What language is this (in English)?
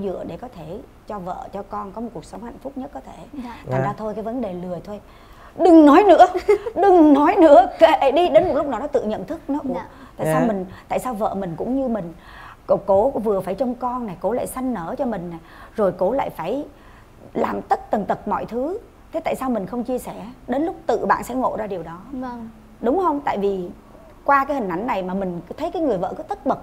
Vietnamese